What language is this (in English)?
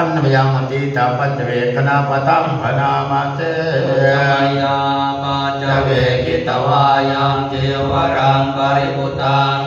Pali